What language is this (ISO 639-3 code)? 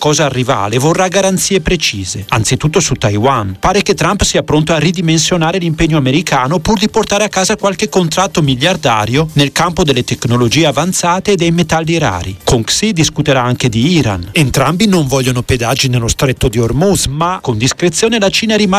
ita